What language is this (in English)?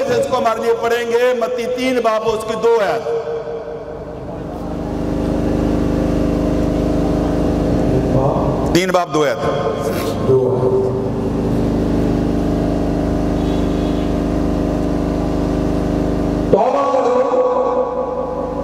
Urdu